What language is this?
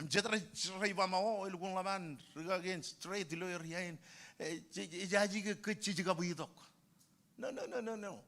Marshallese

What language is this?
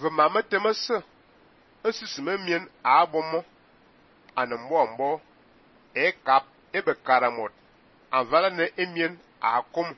Fang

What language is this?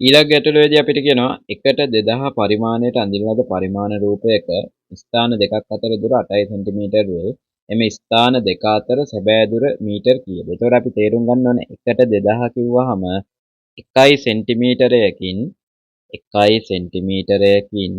Sinhala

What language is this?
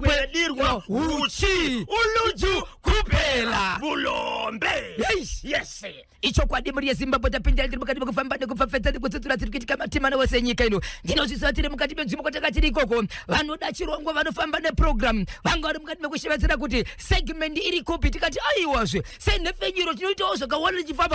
Shona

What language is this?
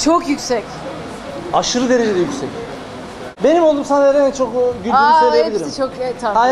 Turkish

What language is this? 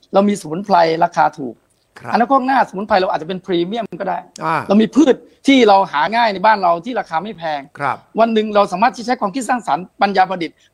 Thai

